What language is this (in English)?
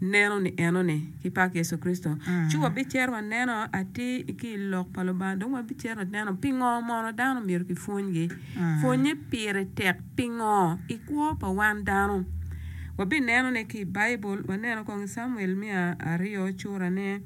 Acoli